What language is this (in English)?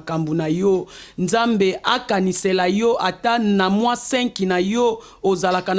Lingala